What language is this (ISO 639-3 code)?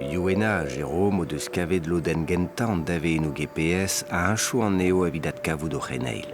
bre